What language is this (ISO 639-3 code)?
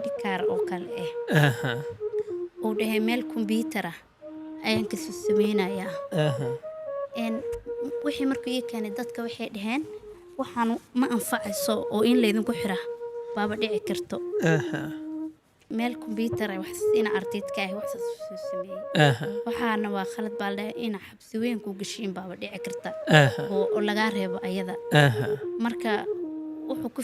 som